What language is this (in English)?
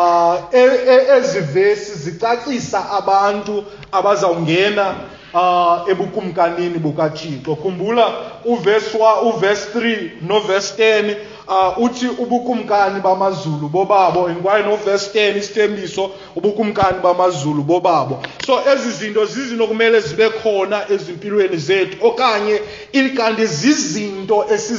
Xhosa